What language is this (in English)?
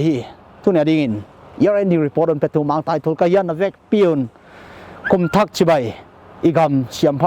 Paite Chin